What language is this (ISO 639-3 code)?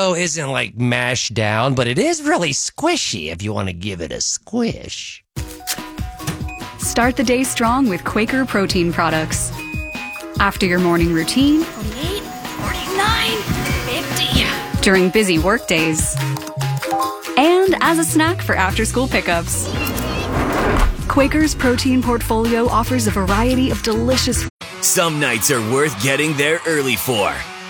eng